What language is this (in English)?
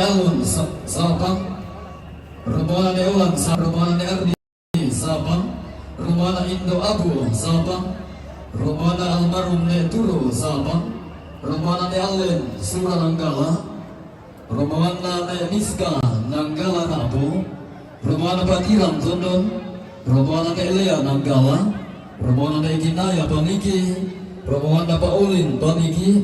Toraja-Sa'dan